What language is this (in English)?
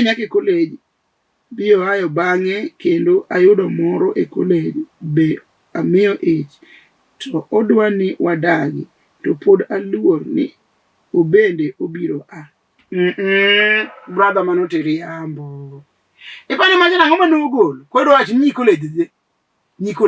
Luo (Kenya and Tanzania)